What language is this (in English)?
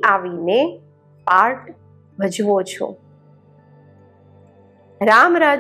Gujarati